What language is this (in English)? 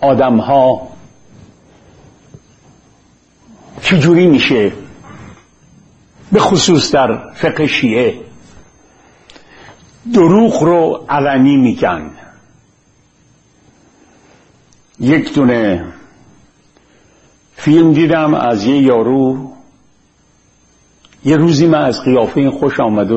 Persian